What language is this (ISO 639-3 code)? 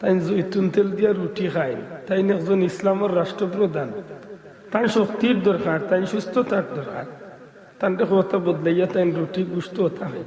syl